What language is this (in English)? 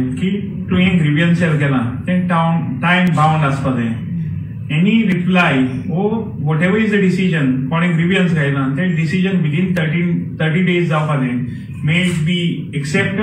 Konkani